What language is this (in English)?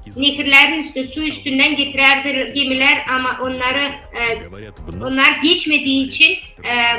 Gagauz